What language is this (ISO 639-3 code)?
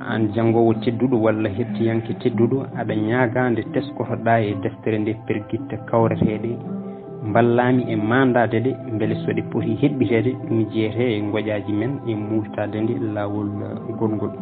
ful